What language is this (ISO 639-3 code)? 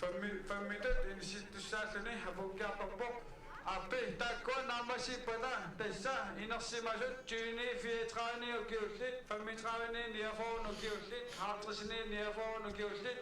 kal